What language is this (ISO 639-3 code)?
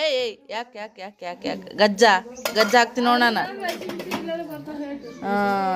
kan